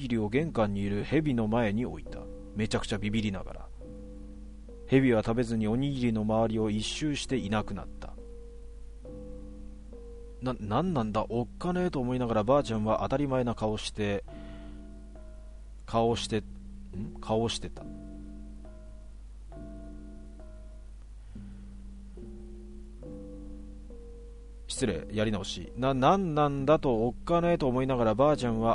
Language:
Japanese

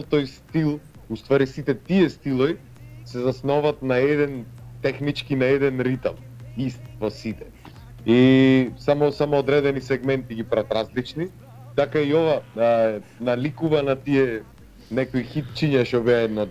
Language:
Macedonian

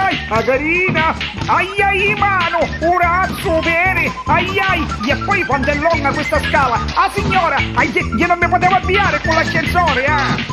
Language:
Neapolitan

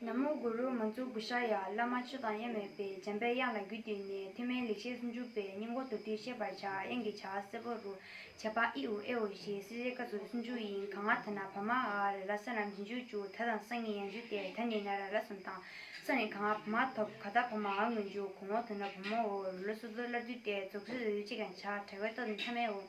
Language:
Tibetan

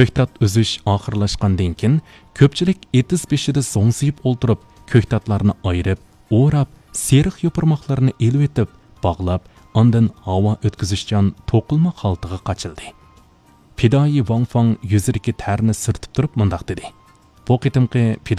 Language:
Uyghur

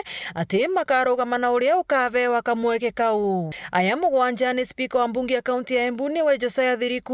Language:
Meru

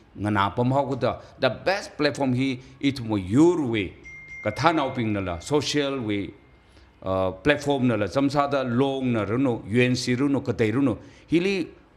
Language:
Tangkhul Naga (India)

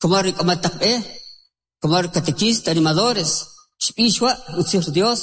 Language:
Kʼicheʼ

